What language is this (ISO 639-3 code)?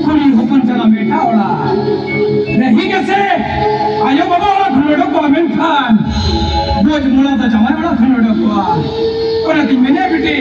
sat